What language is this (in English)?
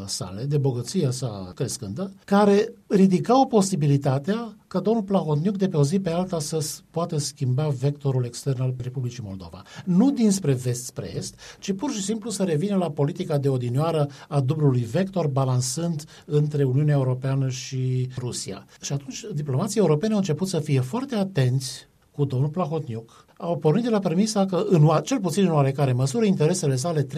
Romanian